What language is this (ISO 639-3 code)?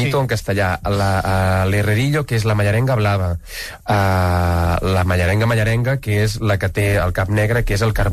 cat